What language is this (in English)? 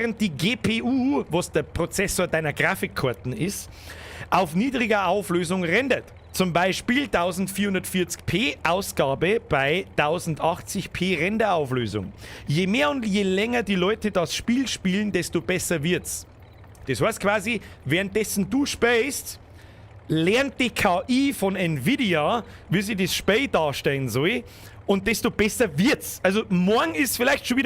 Bavarian